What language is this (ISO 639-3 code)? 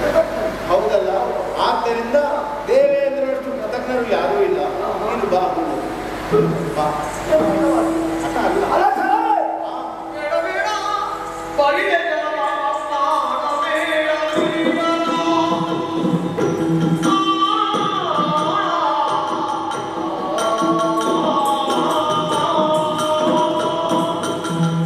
kan